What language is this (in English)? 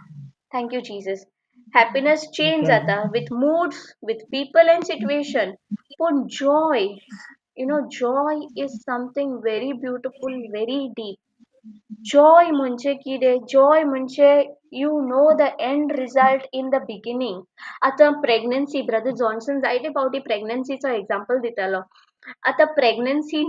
Konkani